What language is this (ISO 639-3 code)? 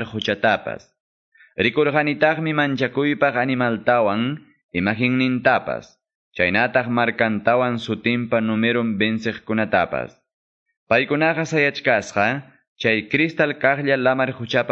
que